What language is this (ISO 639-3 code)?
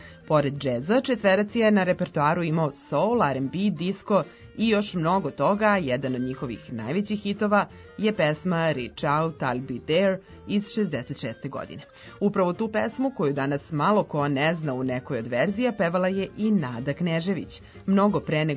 srp